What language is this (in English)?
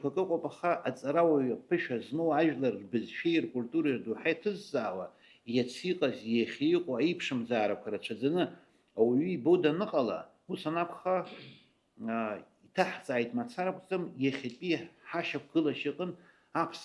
Abkhazian